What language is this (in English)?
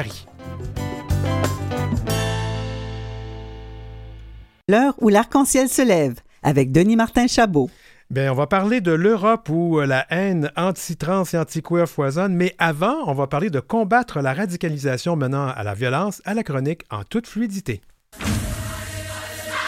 French